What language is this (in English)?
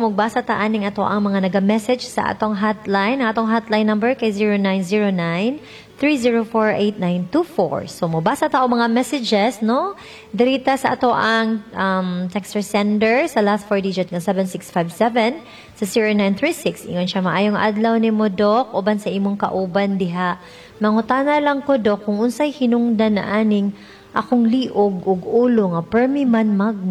Cebuano